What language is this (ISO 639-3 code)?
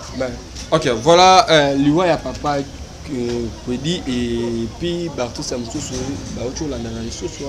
lin